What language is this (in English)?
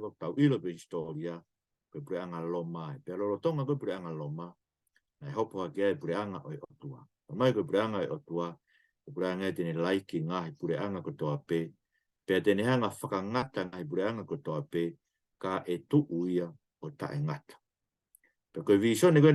Tongan